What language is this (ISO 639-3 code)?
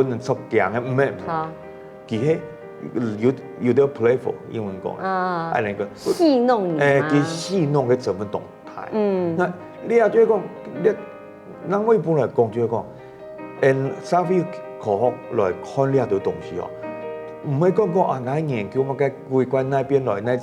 hak